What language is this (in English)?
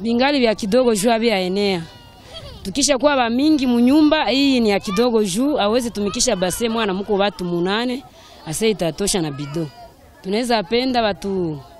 Swahili